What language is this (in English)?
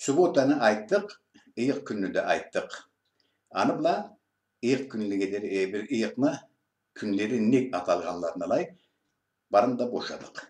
Karachay-Balkar